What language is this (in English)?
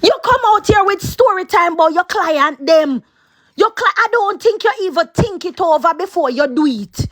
Jamaican Creole English